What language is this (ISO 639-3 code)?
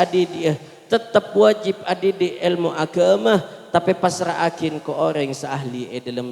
mad